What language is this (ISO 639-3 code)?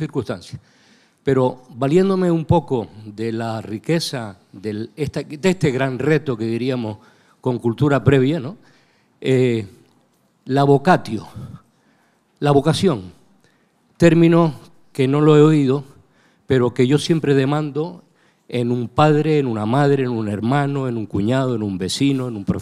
spa